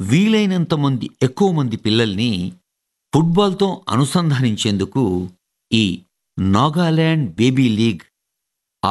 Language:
Telugu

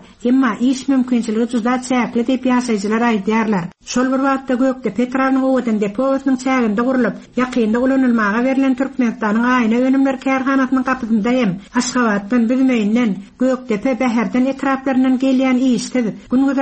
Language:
Turkmen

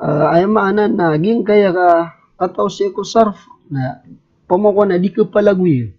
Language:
Maranao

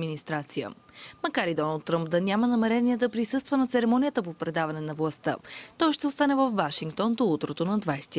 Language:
Bulgarian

